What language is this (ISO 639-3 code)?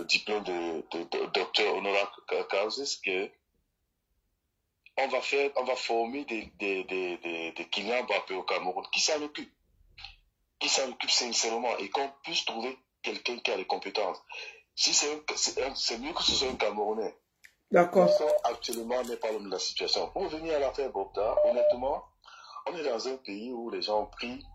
fra